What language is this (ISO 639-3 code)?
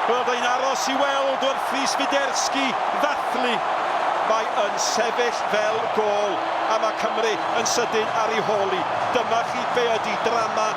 cym